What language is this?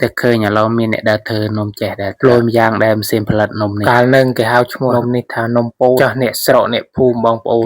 Khmer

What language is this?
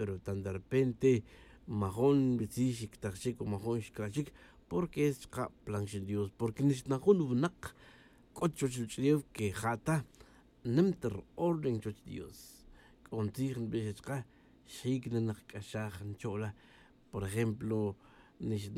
Tz'utujil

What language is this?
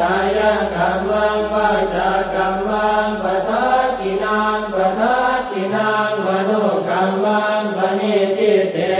Pali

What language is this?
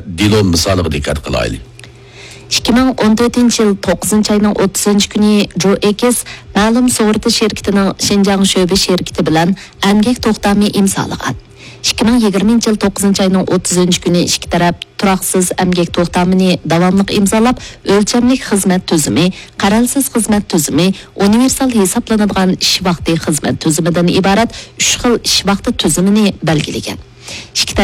Uyghur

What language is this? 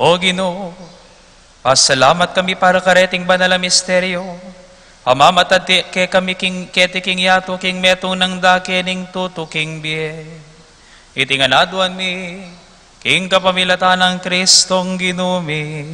Pampanga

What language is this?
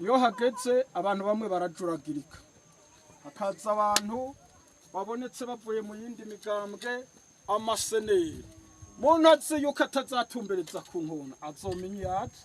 Rundi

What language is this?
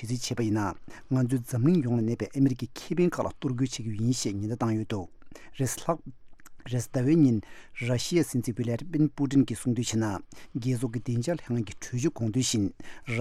Tibetan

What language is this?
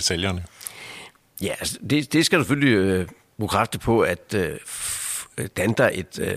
Danish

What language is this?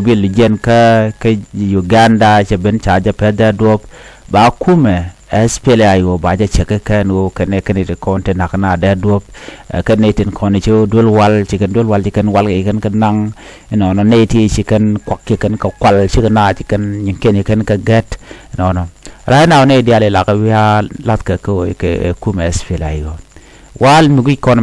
Nuer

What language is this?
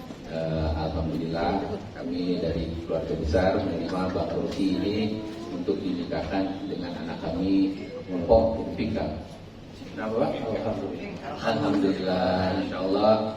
Betawi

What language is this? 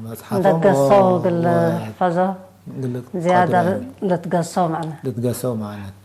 Tigre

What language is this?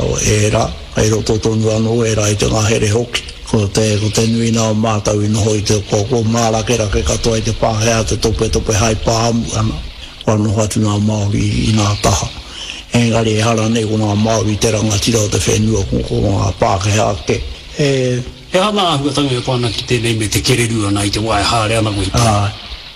Māori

